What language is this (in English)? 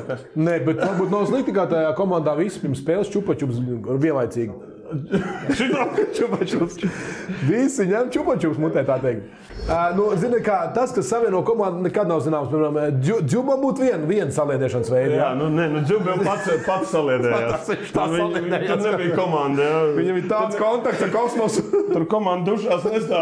Latvian